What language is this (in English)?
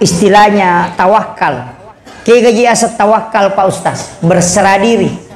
Buginese